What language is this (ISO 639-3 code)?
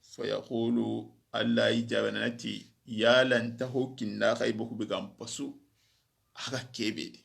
snk